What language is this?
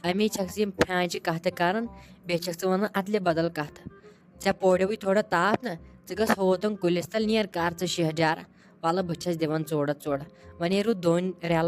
Kashmiri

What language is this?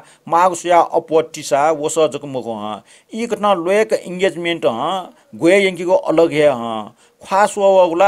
Newari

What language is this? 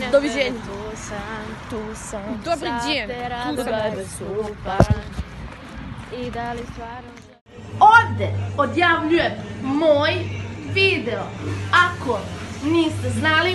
Serbian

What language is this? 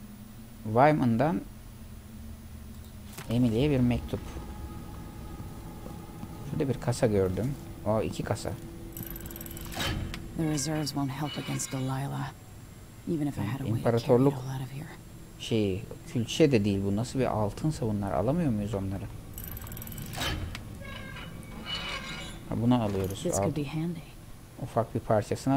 Turkish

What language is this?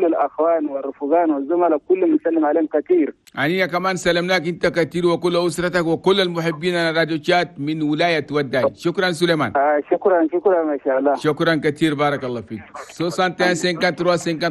Chadian Arabic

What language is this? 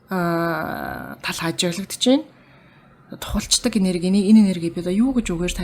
Mongolian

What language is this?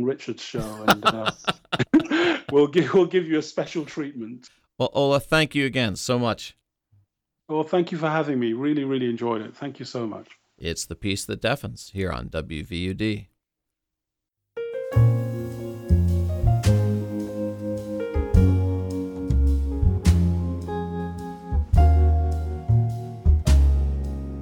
English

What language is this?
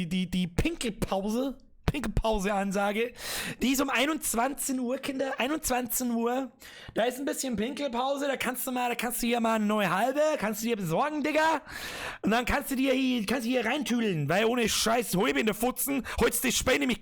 Bavarian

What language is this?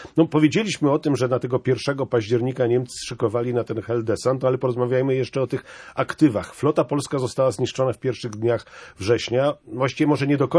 Polish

